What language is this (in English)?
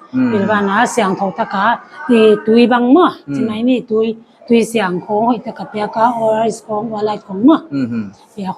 Paite Chin